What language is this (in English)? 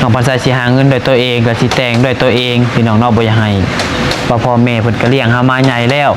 Lao